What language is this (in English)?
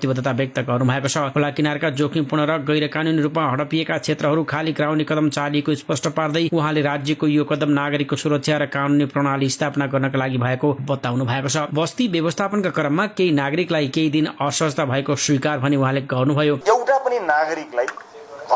Nepali